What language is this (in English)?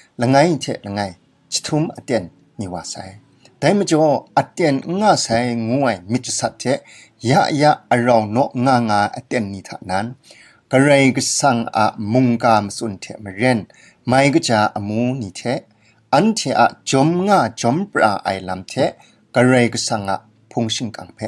Kachin